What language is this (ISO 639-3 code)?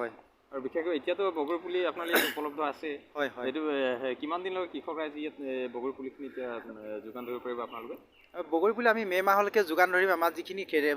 asm